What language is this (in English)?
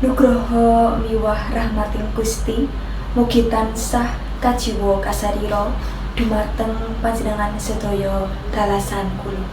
Javanese